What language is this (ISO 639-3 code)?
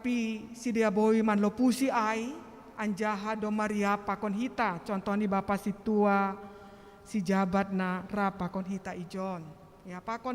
bts